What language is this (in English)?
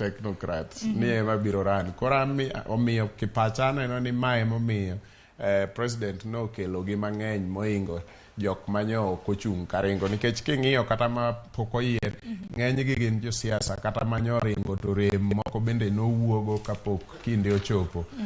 Luo (Kenya and Tanzania)